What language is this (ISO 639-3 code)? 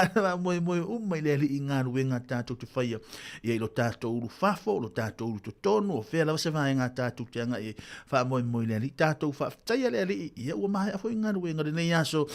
smo